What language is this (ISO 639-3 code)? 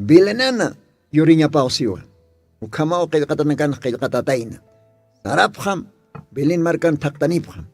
aym